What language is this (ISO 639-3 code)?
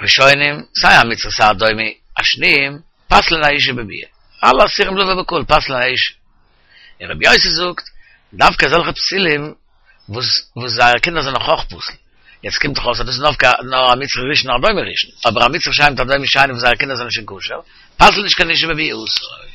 yid